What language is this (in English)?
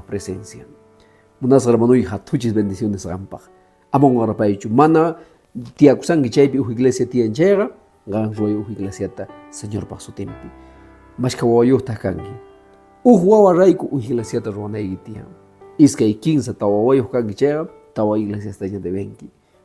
Quechua